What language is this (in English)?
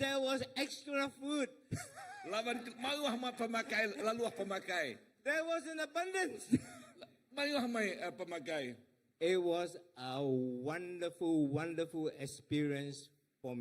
Iban